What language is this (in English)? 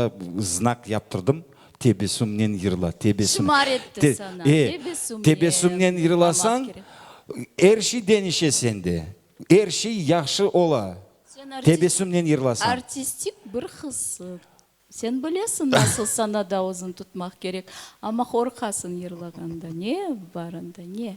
Crimean Tatar